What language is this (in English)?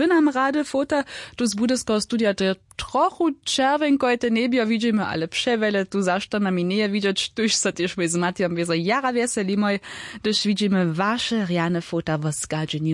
Upper Sorbian